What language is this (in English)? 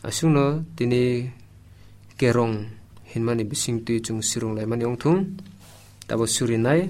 Kok Borok